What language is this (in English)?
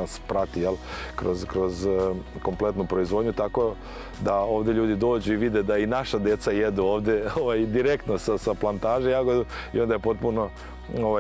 Serbian